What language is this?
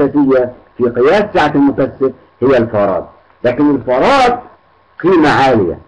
Arabic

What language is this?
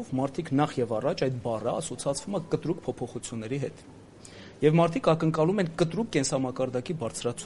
Armenian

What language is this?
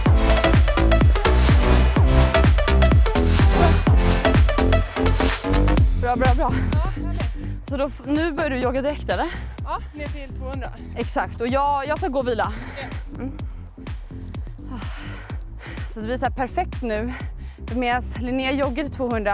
Swedish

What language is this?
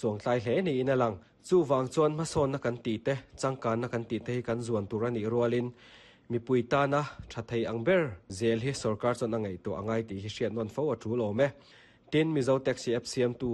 Mizo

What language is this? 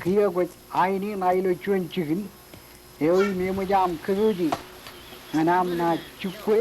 Marshallese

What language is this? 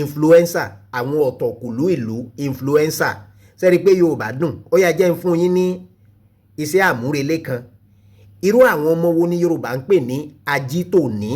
Yoruba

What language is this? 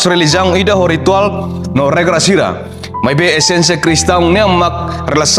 Tetum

